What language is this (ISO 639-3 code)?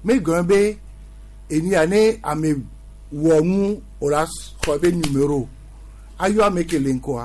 gej